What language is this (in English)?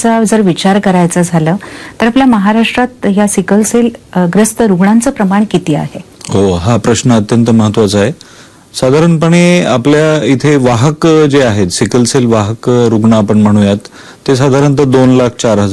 Marathi